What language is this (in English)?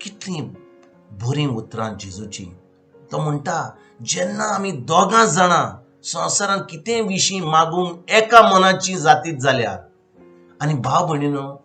Konkani